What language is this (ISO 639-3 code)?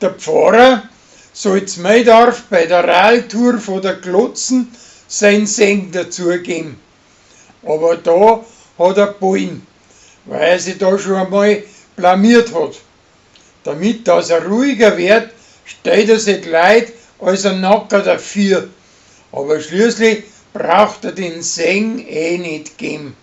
bar